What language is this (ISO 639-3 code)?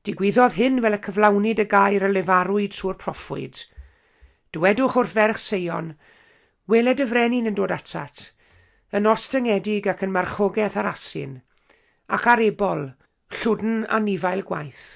cym